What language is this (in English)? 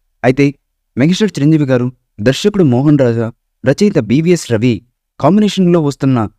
Telugu